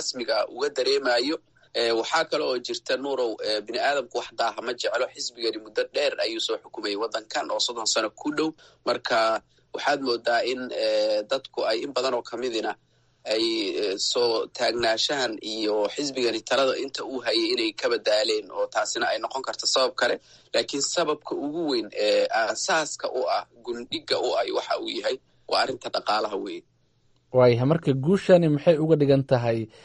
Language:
Somali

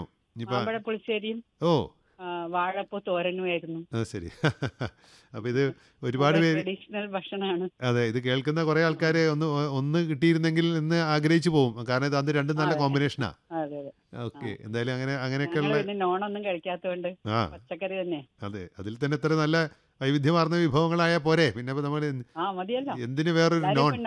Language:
Malayalam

